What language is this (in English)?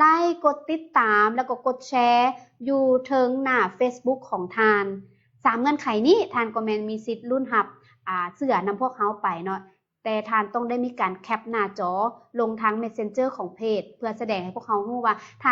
Lao